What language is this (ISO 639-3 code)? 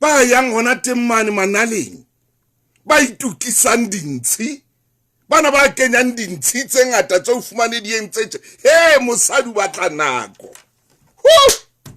sot